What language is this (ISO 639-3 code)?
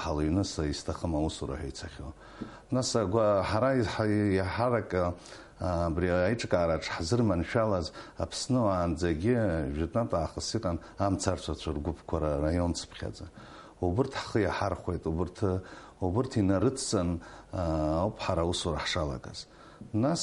abk